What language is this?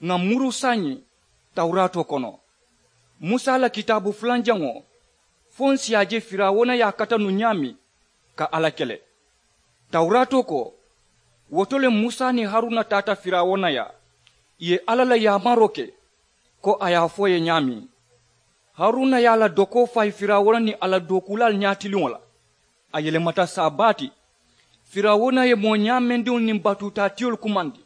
Mandingo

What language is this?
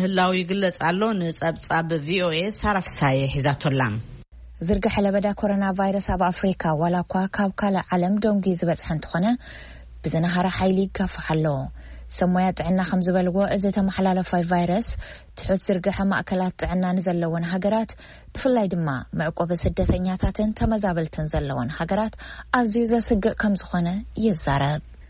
Tigrinya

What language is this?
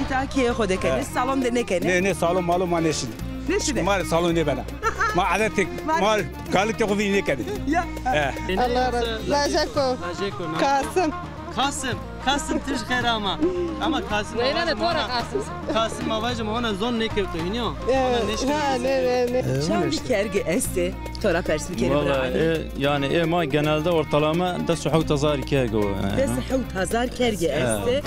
Zaza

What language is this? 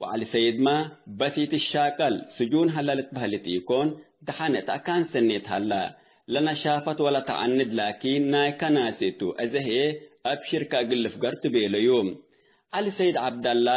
Tigre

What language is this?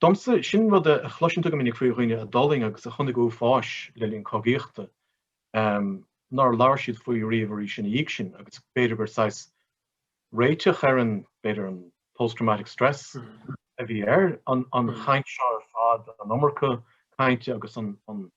Irish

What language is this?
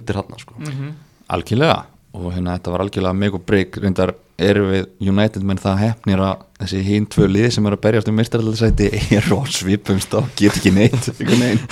Icelandic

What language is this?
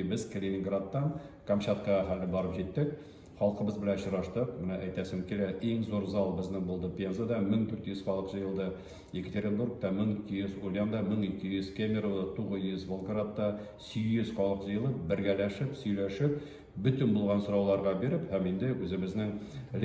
Tatar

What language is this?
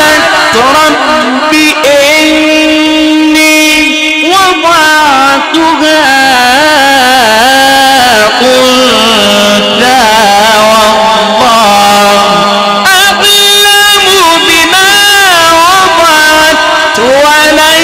Arabic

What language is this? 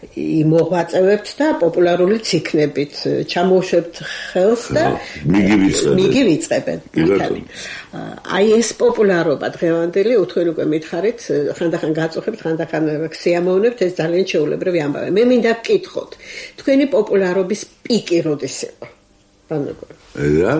Georgian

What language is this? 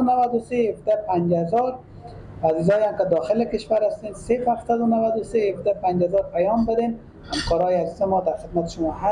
Persian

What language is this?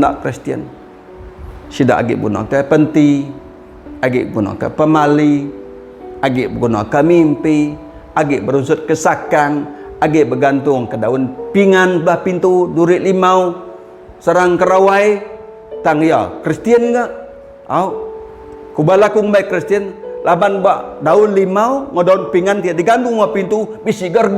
Iban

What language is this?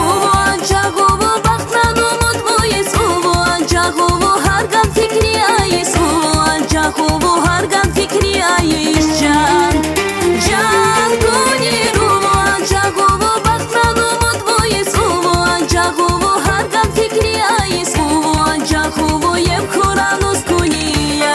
Tabassaran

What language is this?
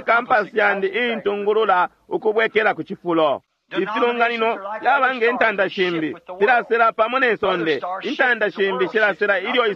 Bemba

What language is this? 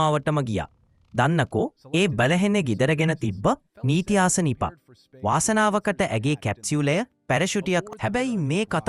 Sinhala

